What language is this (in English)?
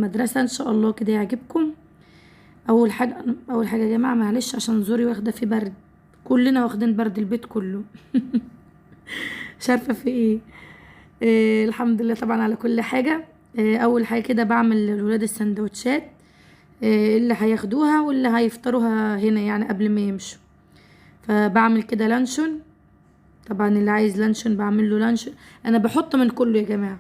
Egyptian Arabic